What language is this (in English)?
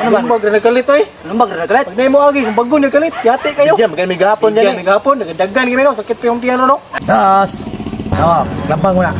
Cebuano